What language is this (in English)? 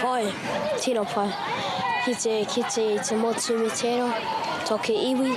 Māori